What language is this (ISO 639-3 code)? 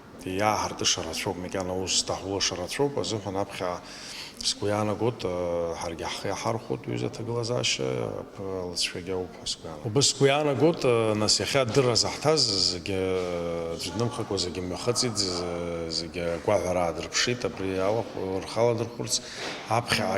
abk